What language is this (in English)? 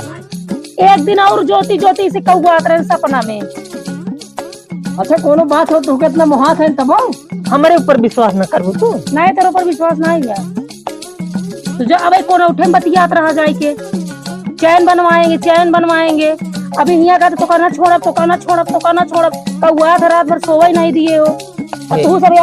Awadhi